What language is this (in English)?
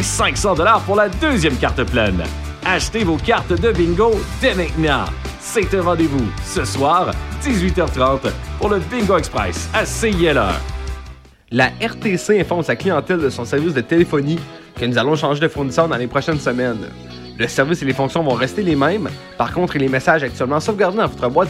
French